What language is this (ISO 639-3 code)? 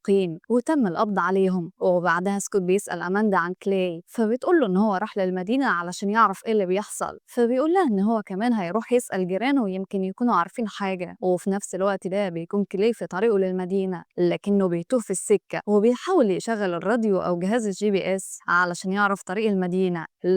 arz